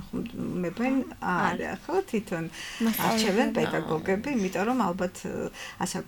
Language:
Georgian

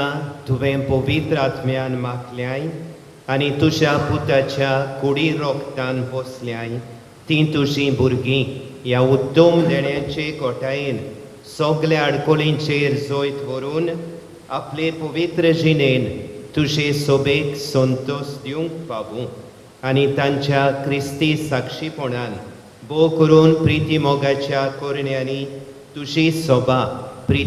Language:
Konkani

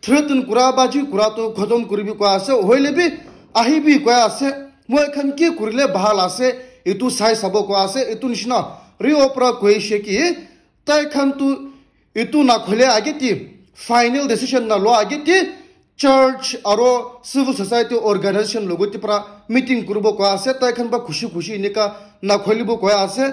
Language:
Naga Pidgin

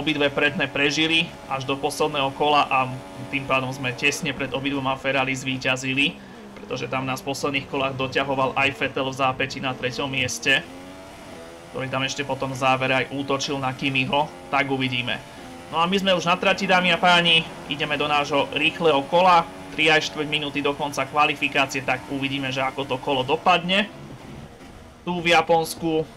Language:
Slovak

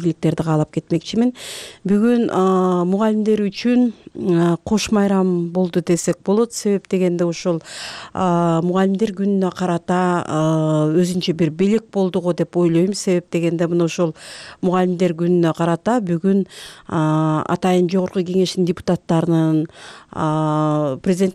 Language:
Kyrgyz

